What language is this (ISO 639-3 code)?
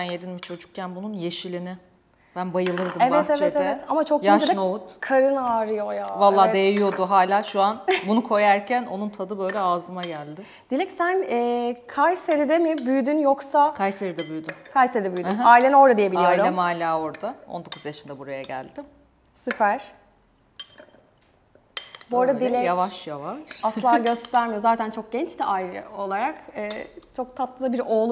tur